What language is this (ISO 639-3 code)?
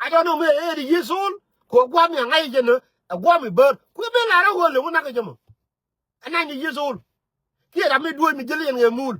nus